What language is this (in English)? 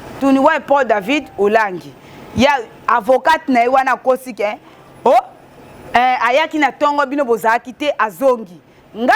Lingala